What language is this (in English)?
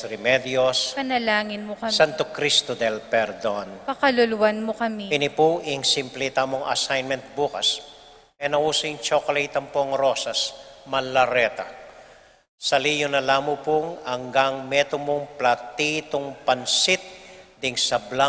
Pampanga